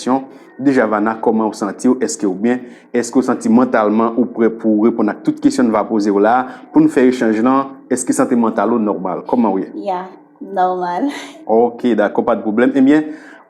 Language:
Haitian Creole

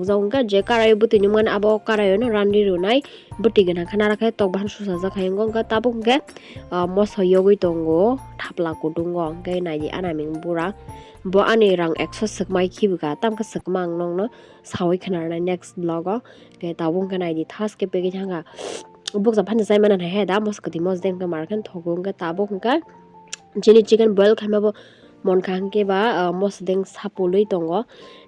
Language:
Kok Borok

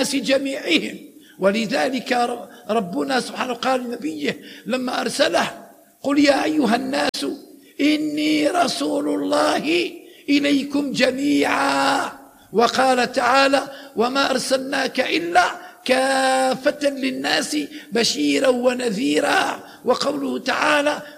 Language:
Arabic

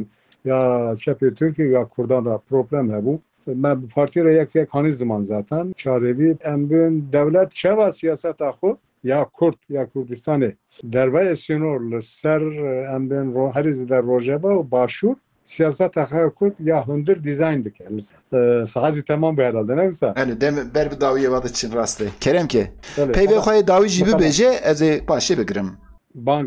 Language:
Kurdish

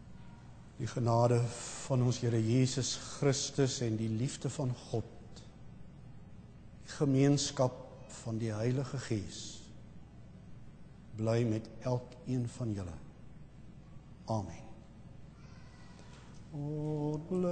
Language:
Afrikaans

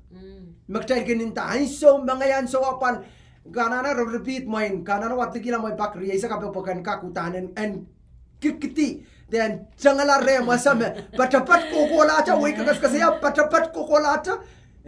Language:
Pohnpeian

